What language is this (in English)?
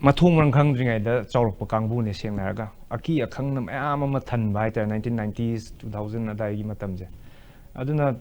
Manipuri